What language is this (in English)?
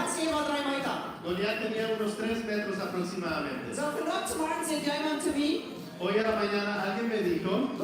Plautdietsch